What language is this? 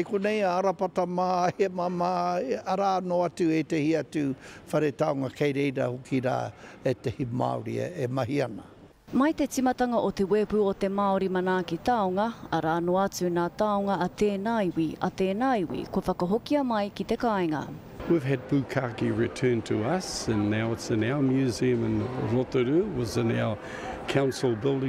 Māori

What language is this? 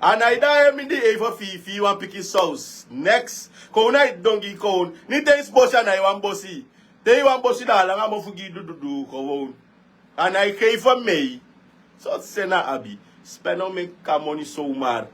Sranan Tongo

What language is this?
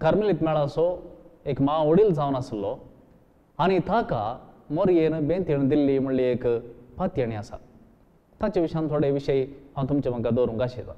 Konkani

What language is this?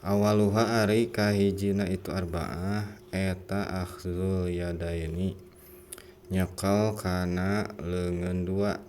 Sundanese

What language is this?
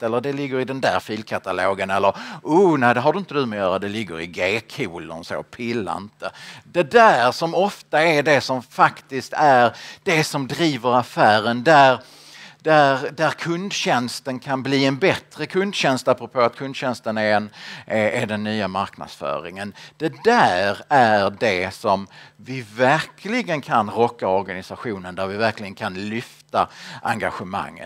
Swedish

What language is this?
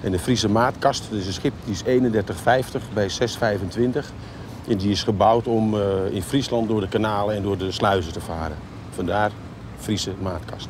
Western Frisian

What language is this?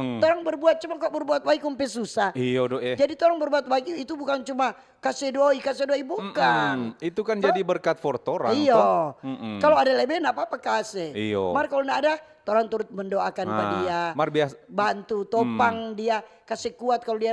Manado Malay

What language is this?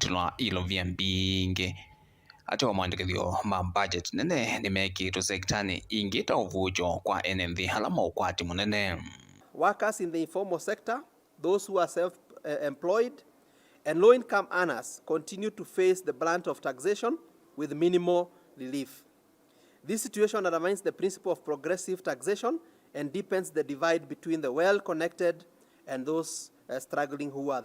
Kamba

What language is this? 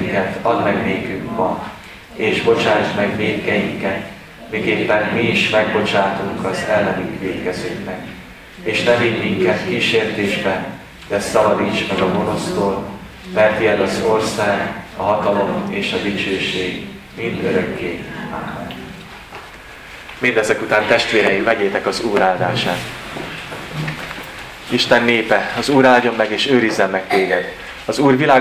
Hungarian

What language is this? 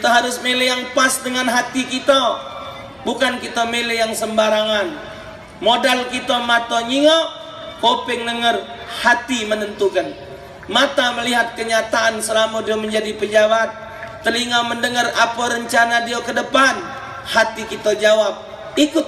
Musi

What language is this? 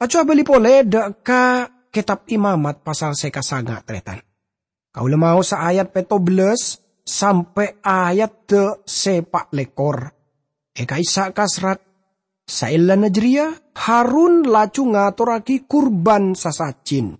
Madurese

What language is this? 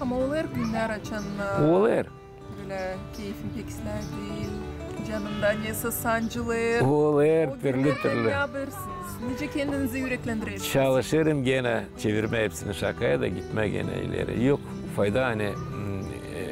Gagauz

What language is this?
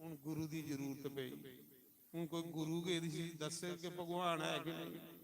Dogri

